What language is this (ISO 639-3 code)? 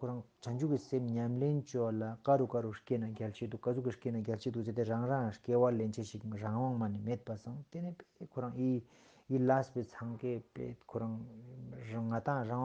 lbj